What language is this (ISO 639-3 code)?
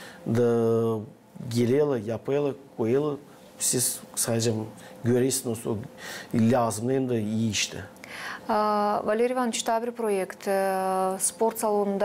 gag